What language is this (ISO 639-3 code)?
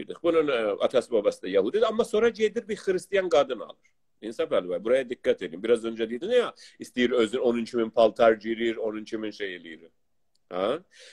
azb